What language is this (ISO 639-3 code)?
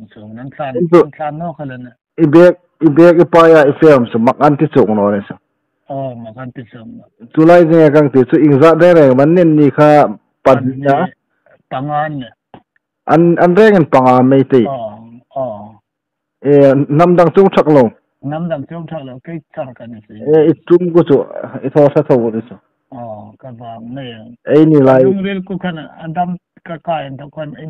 hmr